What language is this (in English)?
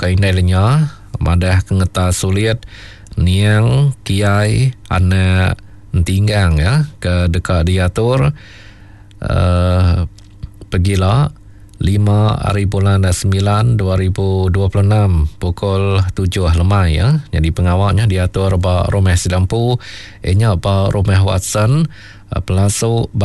Iban